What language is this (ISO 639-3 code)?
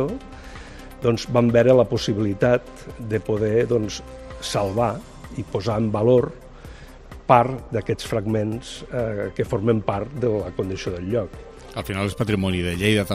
cat